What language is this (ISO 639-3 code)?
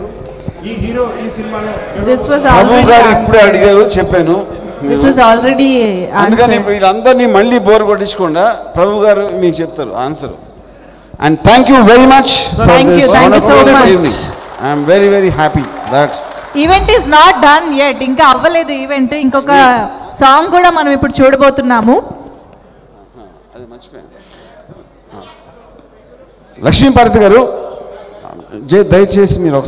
tel